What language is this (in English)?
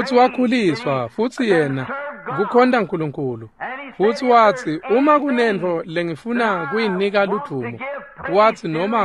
Swati